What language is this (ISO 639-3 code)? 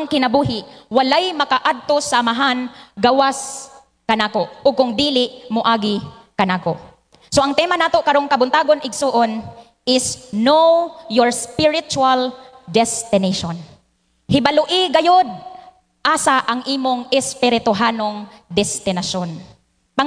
ceb